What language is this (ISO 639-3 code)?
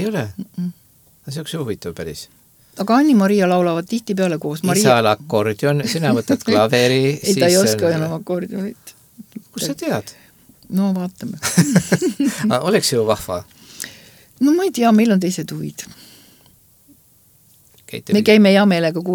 est